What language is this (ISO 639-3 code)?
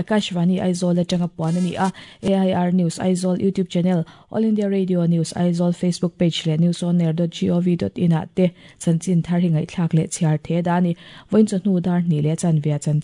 lus